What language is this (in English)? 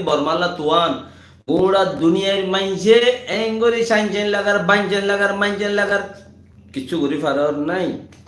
Rohingya